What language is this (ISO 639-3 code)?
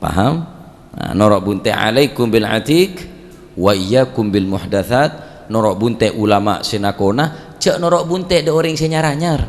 mad